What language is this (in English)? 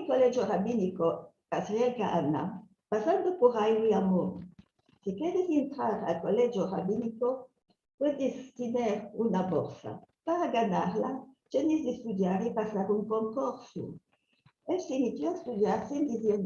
Ladino